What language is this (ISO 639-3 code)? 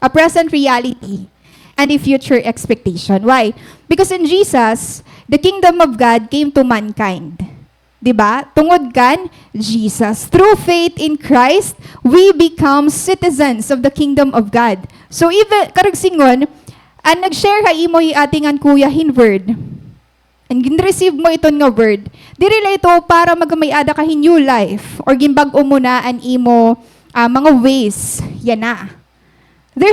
war